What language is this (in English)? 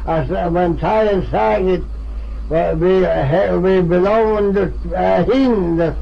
Manx